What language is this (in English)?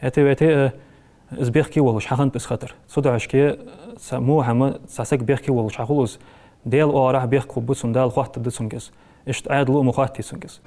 Ingush